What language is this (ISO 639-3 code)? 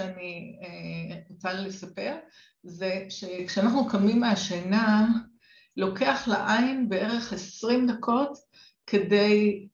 heb